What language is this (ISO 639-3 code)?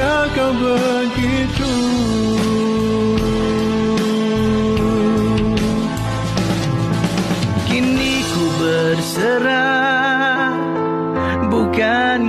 msa